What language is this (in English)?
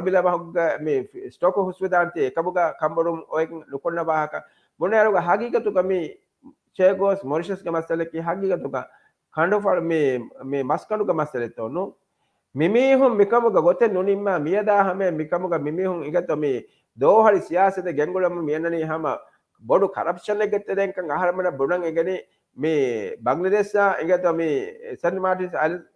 Divehi